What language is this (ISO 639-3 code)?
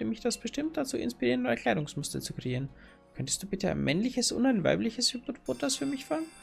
bar